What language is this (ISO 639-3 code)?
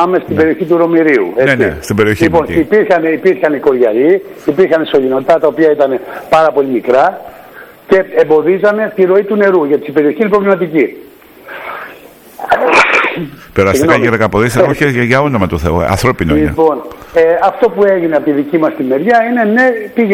ell